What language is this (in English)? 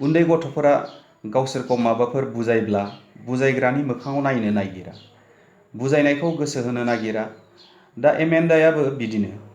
Bodo